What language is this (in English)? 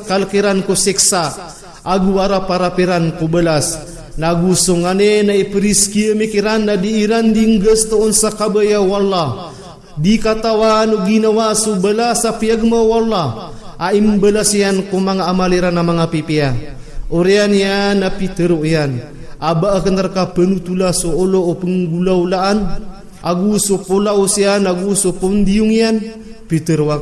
Maranao